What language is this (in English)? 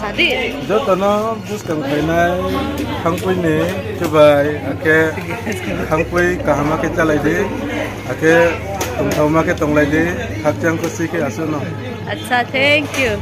Riang (India)